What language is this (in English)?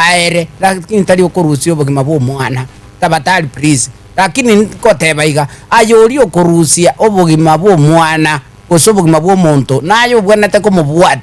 Gusii